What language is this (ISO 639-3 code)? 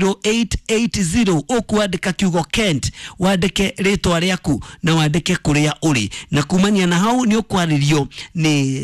kik